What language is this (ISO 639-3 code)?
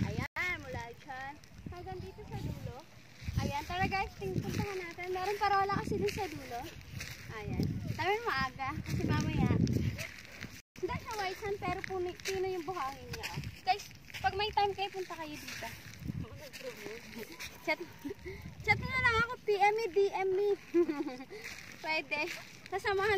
fil